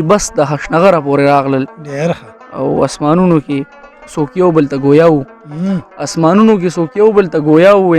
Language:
Pashto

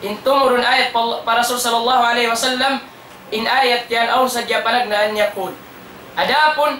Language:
Tausug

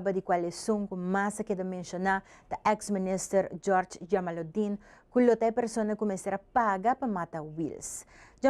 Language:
Papiamento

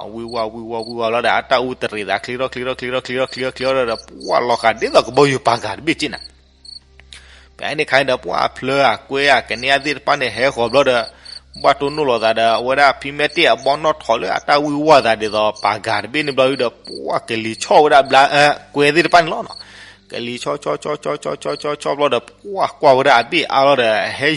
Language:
S'gaw Karen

